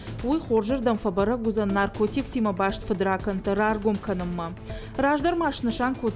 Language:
Ossetic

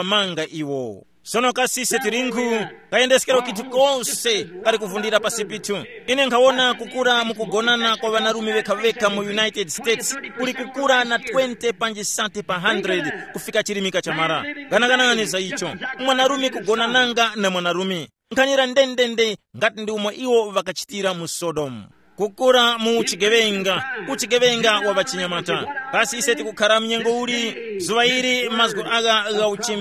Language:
Tumbuka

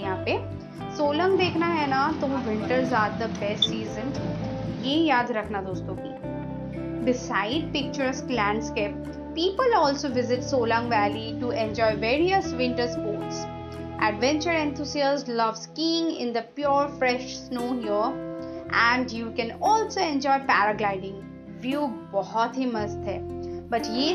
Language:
Hindi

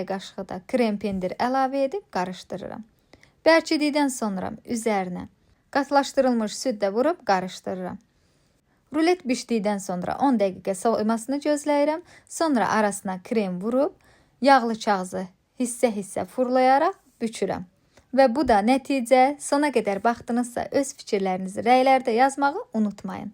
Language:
Azerbaijani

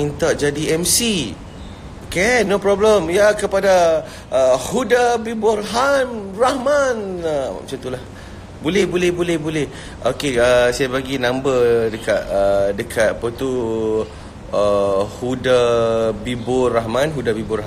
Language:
Malay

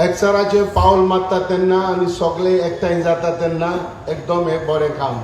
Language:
Konkani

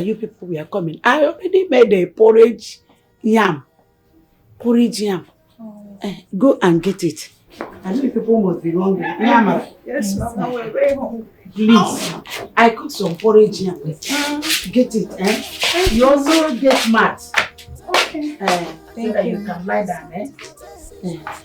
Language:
Nigerian Pidgin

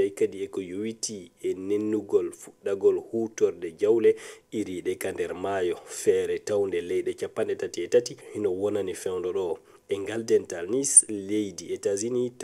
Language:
Fula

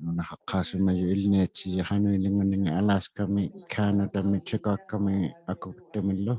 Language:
Inuktitut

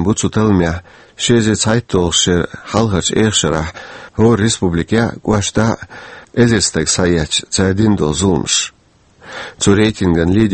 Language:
Chechen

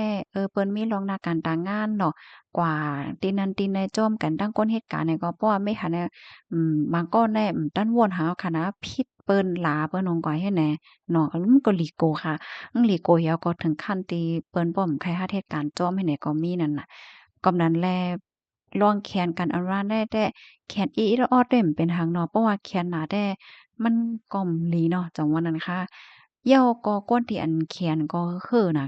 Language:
Shan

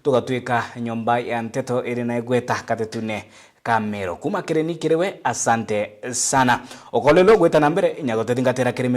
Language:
Meru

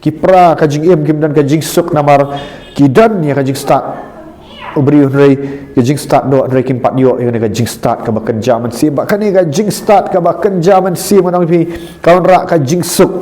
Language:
Khasi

